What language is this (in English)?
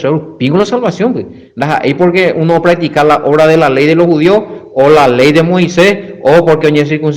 Guarani